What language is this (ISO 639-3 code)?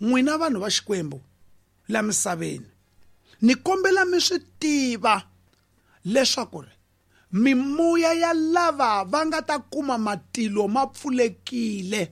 tso